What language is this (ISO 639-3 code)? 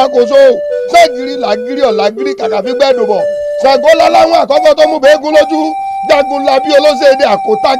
yor